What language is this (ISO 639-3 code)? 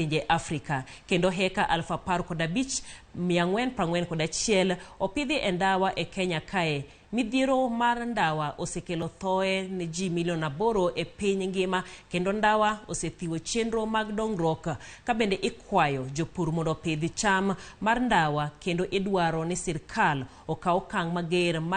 luo